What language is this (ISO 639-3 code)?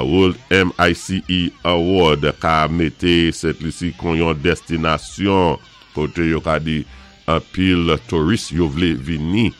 acf